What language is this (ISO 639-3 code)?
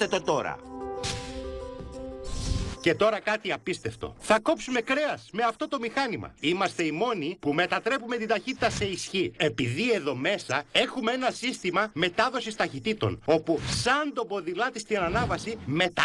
ell